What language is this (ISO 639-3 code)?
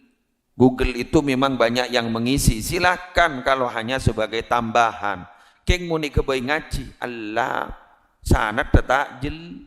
mad